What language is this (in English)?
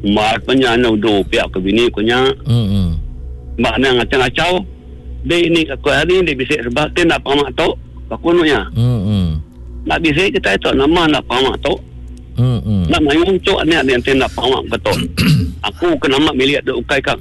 Iban